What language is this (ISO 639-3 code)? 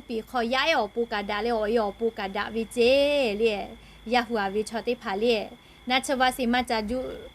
lhu